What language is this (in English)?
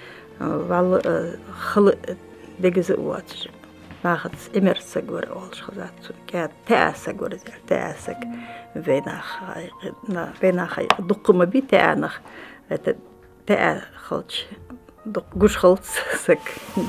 Ingush